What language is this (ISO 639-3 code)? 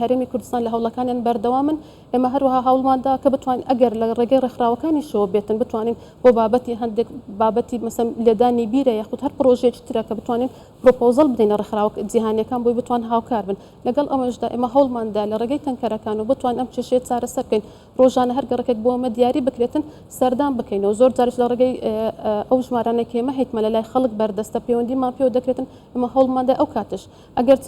ckb